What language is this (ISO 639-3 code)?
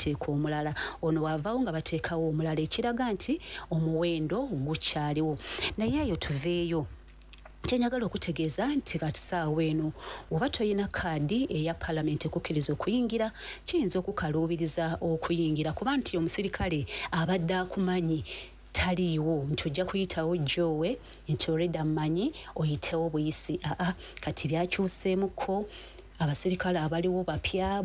lug